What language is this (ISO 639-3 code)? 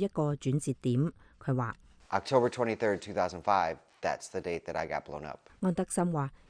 yue